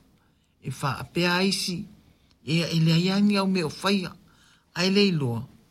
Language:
Samoan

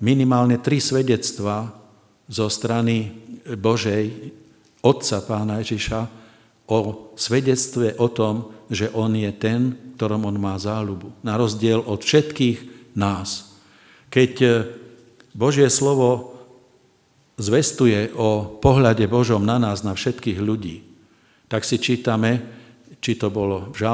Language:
Slovak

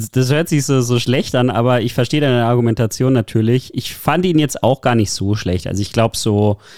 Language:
German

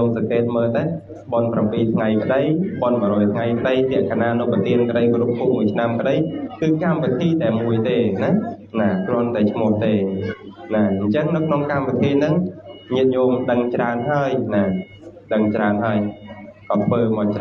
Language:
Khmer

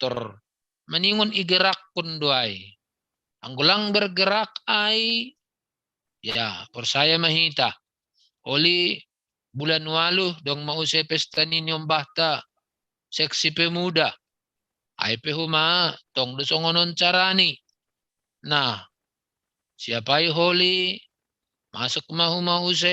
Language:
Batak Simalungun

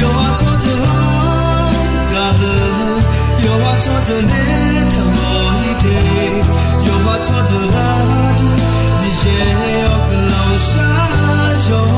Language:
Akha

